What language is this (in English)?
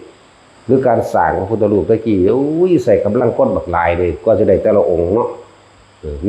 Northeastern Thai